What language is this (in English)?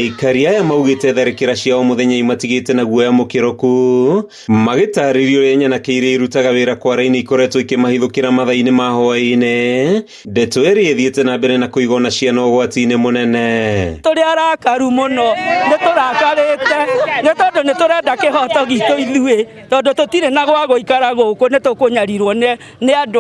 Kikuyu